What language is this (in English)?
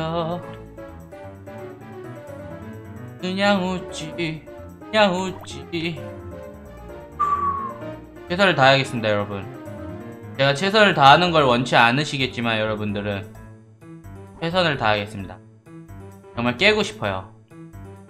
Korean